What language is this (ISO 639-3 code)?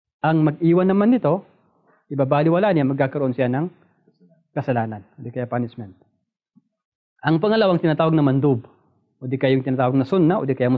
fil